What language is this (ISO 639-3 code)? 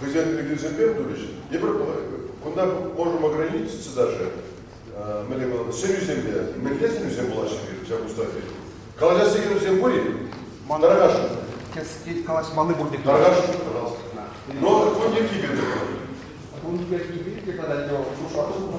chv